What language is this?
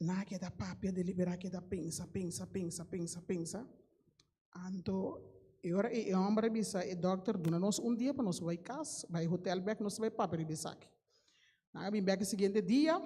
Papiamento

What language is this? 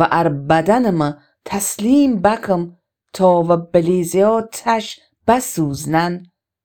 Gilaki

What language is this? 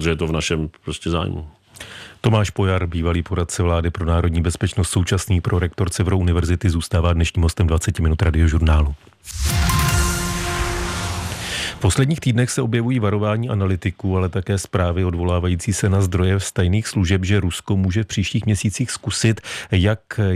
Czech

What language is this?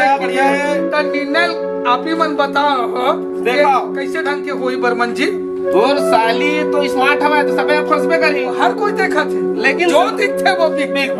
Chhattisgarhi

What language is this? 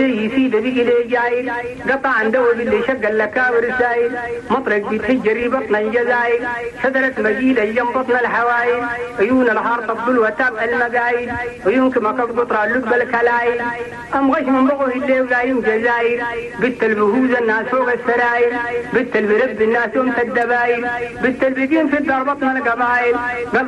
Chadian Arabic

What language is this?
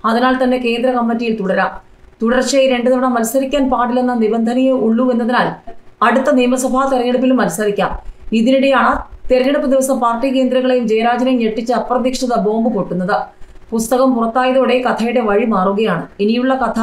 Malayalam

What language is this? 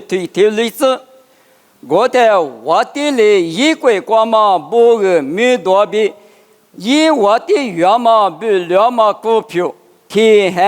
Lisu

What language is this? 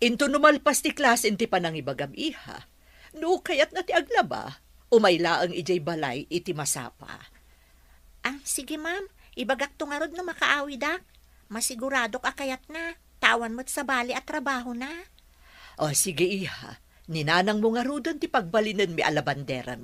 Iloko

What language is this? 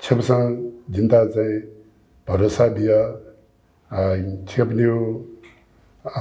Newari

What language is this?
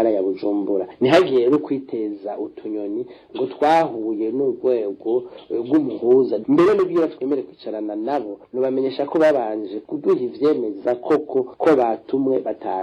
Rundi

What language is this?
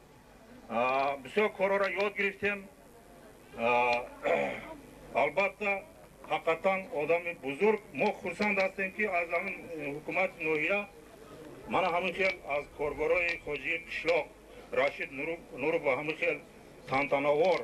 Tajik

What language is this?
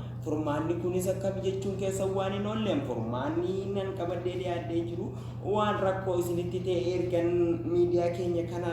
Oromo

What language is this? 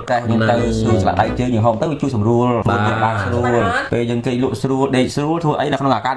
Khmer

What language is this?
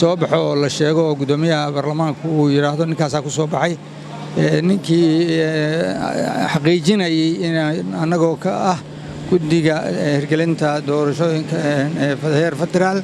Somali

